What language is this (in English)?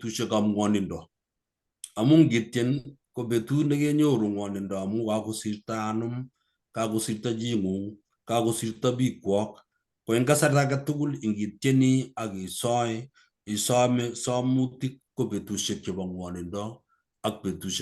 Kalenjin